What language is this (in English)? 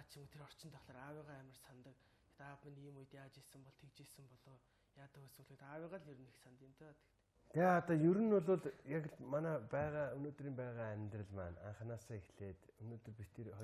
Mongolian